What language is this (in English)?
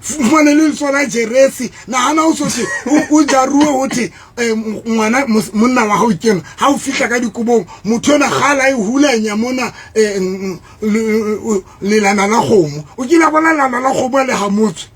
Southern Sotho